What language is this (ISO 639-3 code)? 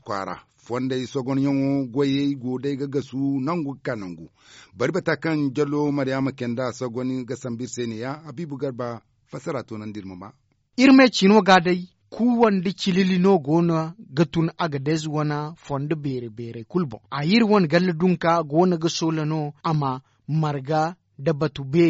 dje